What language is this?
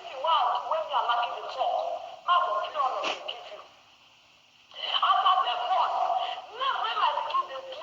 Nigerian Pidgin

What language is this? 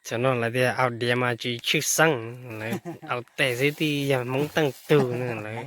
Hmong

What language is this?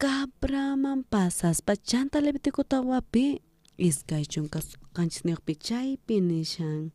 South Bolivian Quechua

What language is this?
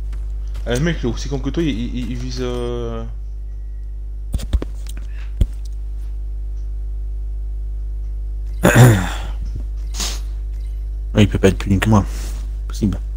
French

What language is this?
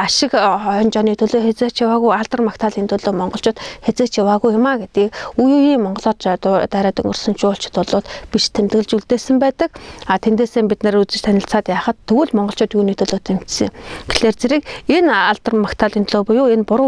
Mongolian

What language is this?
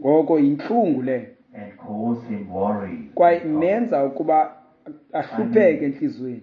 Xhosa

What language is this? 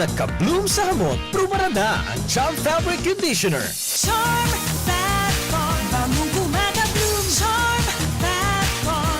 Bikol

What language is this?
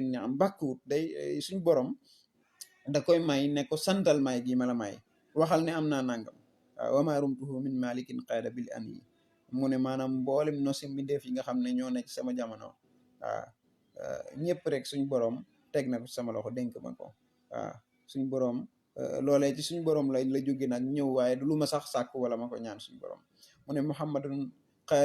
Wolof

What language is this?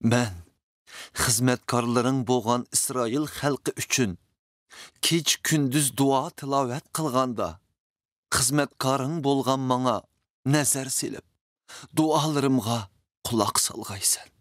Uyghur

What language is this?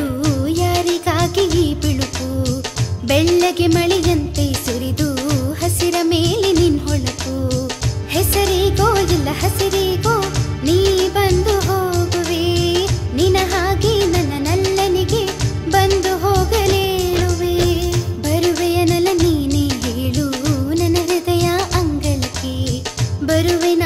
Kannada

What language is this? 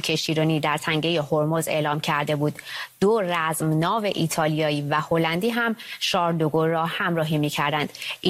Persian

